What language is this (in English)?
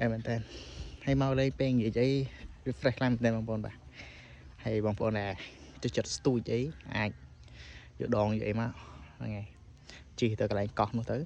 Khmer